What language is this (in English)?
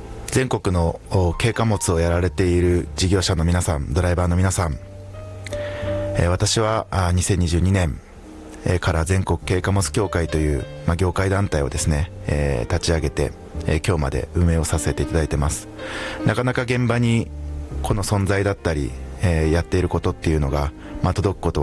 Japanese